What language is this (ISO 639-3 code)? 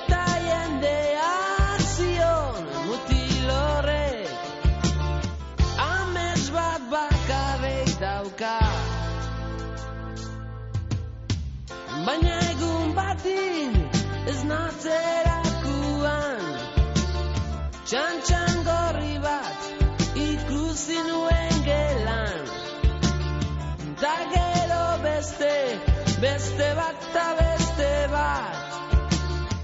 eus